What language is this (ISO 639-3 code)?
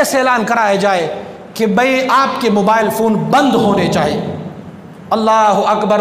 urd